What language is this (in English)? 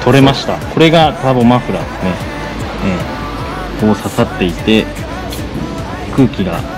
Japanese